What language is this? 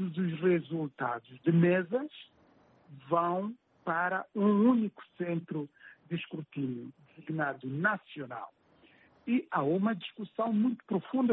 Portuguese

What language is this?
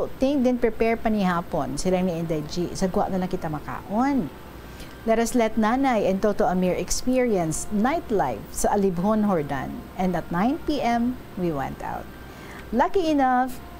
Hiligaynon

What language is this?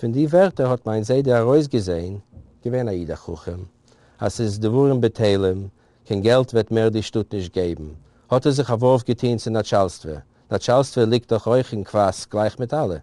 Yiddish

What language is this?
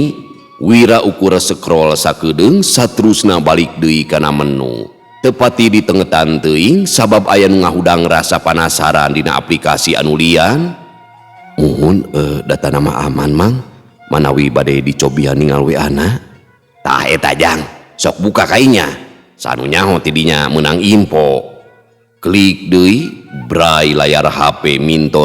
Sundanese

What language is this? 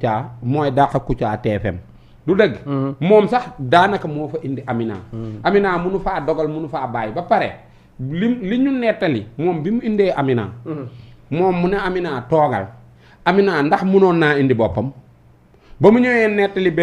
Wolof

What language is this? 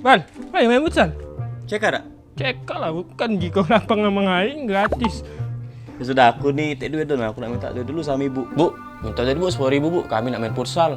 Musi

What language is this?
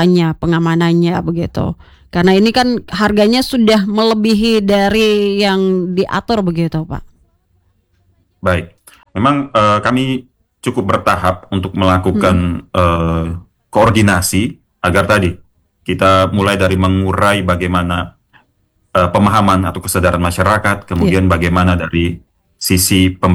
Indonesian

